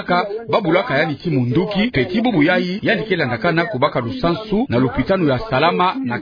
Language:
Kituba (Democratic Republic of Congo)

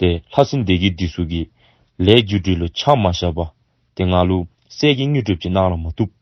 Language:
Dzongkha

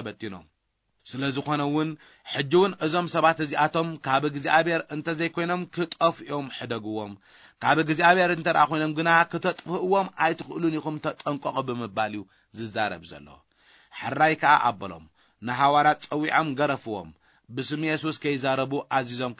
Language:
Tigrinya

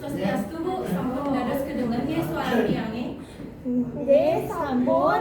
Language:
Balinese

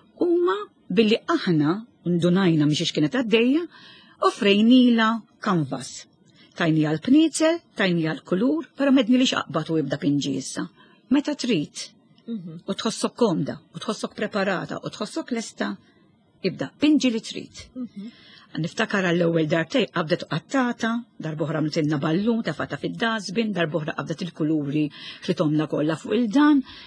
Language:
Maltese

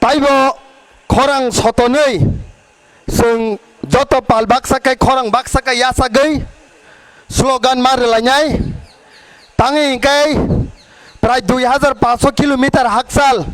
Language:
Kok Borok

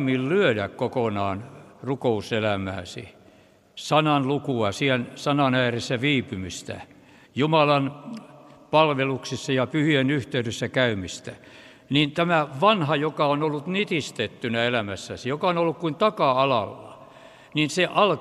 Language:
Finnish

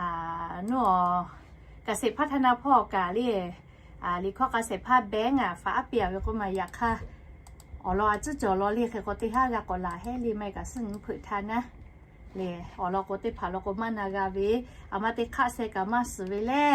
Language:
Lahu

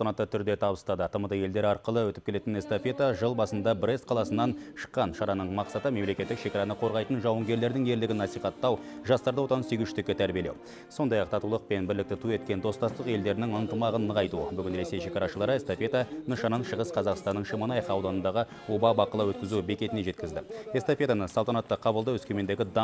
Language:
Kazakh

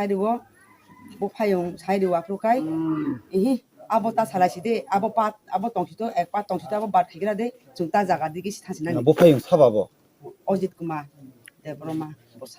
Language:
Kok Borok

